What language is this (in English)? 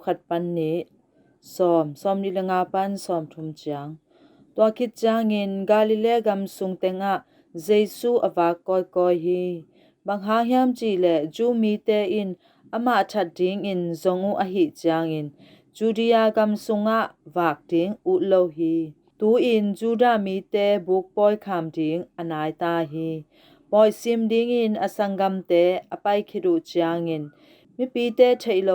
Tedim Chin